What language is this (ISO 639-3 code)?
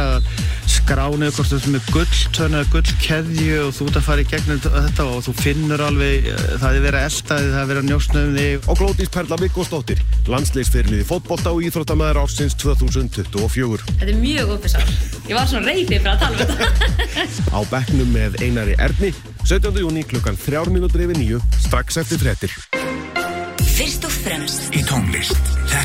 isl